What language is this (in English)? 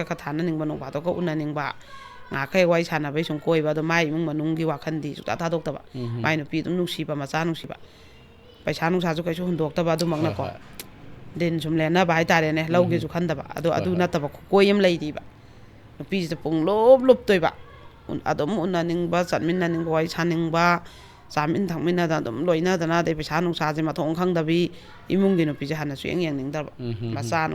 Manipuri